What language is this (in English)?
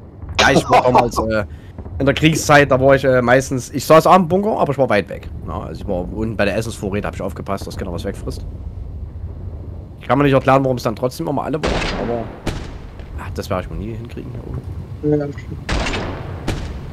German